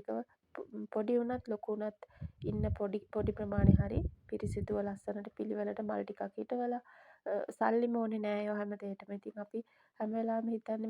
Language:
Sinhala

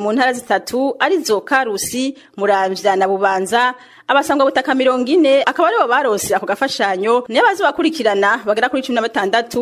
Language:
Rundi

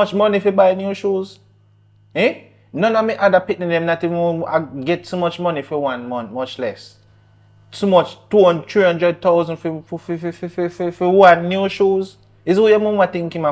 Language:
Jamaican Creole English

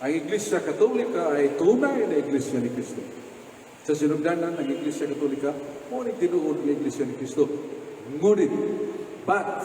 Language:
Cebuano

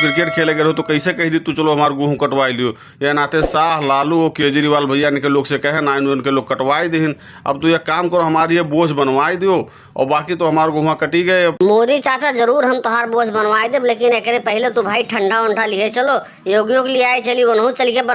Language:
Bhojpuri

